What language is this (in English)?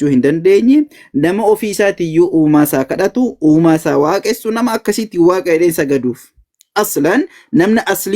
Oromo